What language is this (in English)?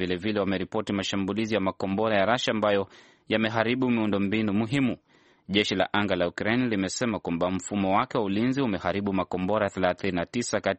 Swahili